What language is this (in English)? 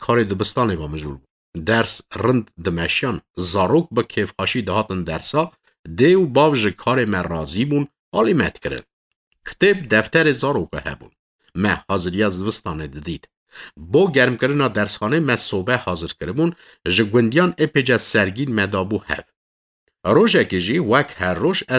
Kurdish